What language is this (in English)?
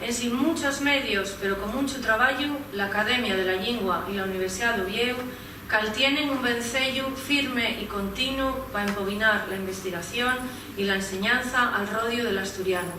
Asturian